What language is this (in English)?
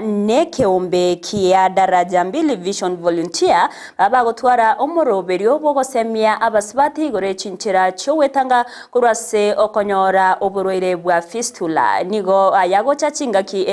Gusii